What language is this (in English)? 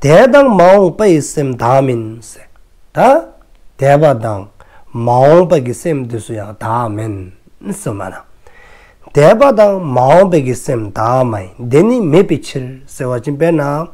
Dzongkha